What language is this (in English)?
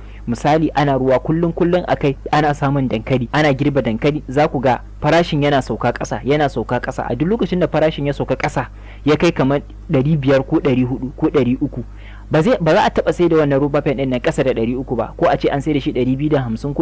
Hausa